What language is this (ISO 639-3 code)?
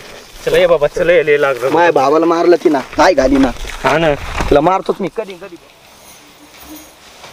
mar